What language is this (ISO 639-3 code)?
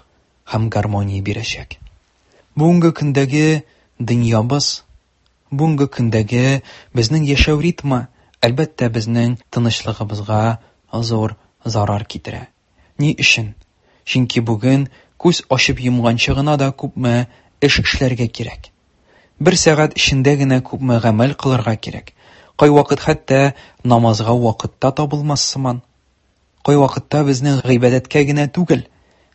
tat